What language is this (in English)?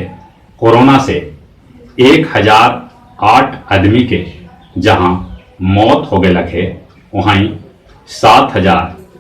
Magahi